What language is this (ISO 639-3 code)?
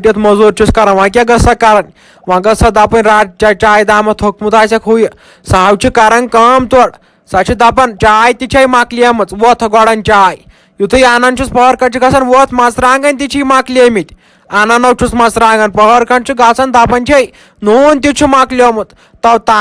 kas